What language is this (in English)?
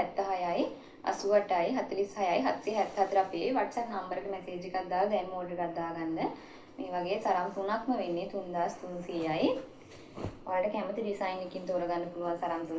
Sinhala